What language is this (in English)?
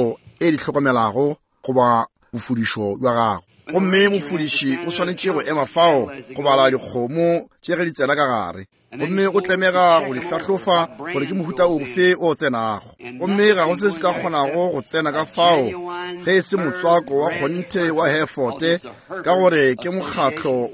Northern Sotho